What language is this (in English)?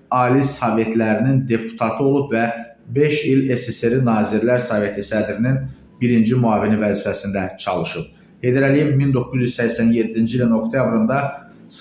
Azerbaijani